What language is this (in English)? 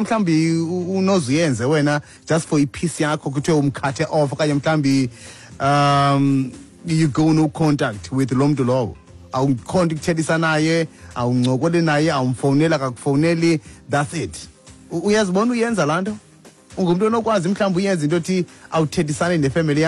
Xhosa